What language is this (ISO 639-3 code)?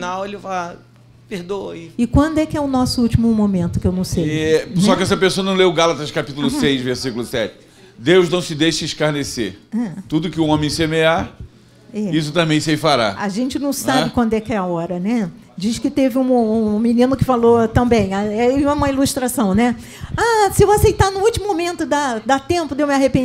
por